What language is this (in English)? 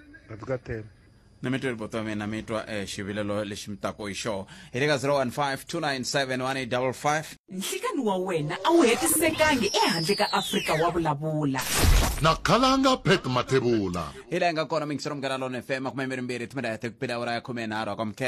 Tsonga